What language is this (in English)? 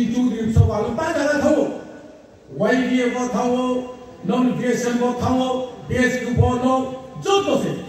Riang (India)